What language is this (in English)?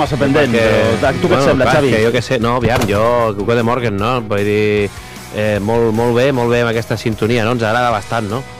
Catalan